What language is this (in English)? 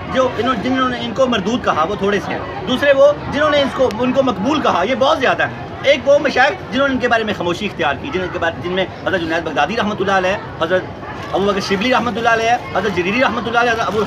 Urdu